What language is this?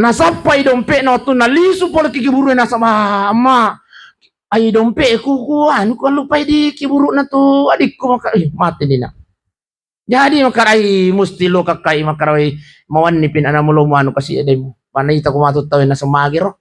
Buginese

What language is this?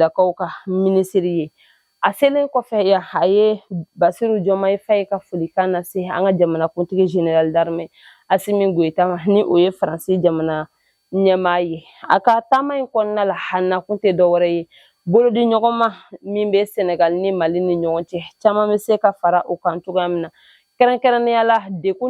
Bambara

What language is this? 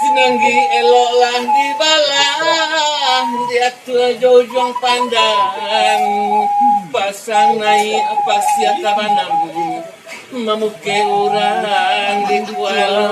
Minangkabau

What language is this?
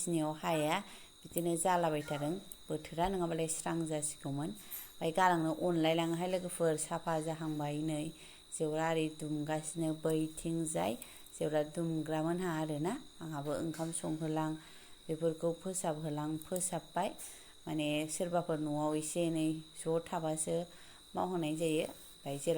Bodo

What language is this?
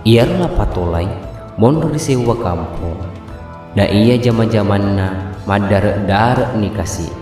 Buginese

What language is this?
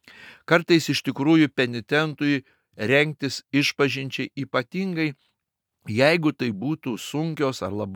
Lithuanian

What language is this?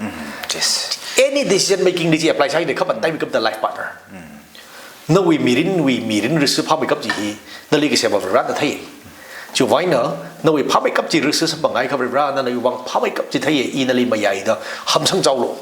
Tangkhul Naga (India)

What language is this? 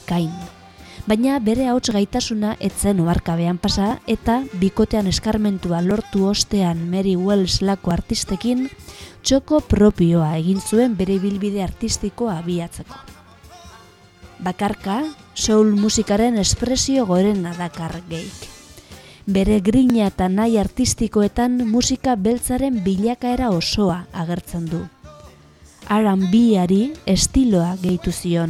Basque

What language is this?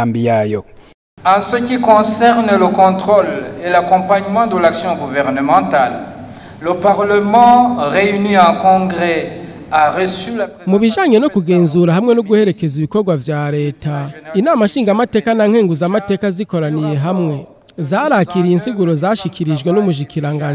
Rundi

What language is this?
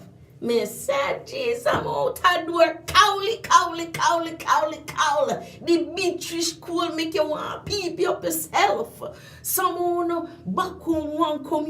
Jamaican Creole English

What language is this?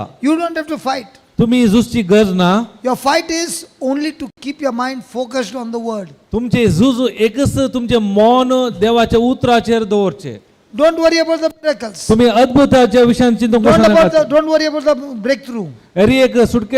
Konkani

